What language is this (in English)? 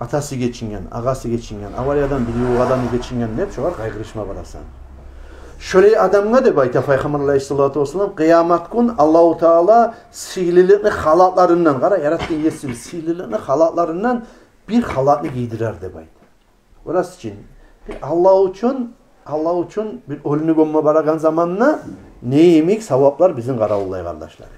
Kumyk